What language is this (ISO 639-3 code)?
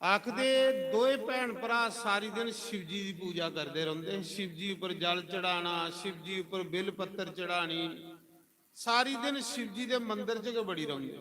doi